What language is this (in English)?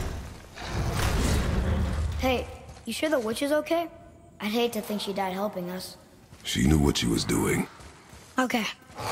English